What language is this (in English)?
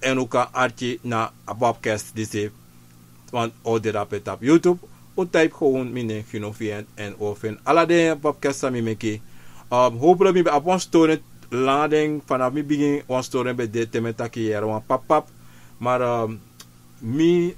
Sranan Tongo